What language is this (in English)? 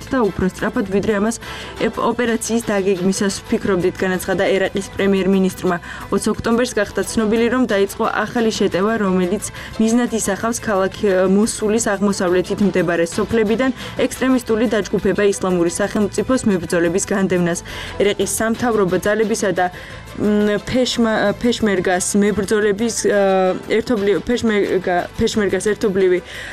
Georgian